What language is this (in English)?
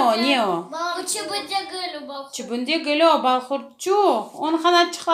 Crimean Tatar